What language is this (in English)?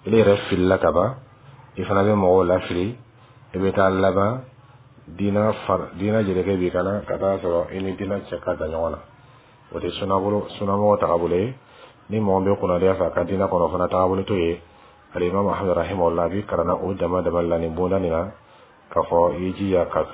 Dyula